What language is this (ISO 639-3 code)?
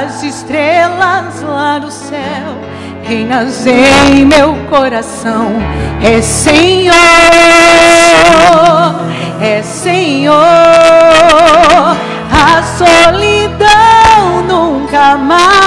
por